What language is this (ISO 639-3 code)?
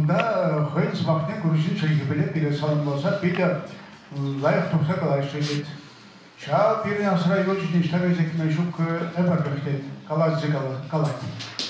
chv